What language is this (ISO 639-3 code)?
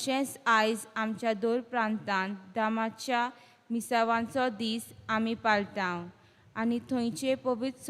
kok